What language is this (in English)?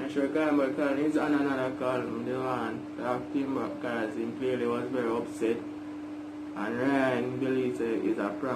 Jamaican Creole English